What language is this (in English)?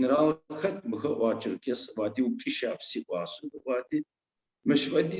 Adyghe